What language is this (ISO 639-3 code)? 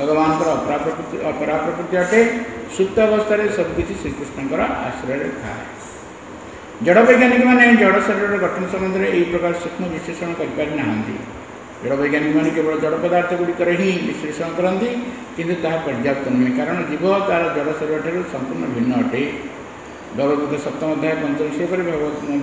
ori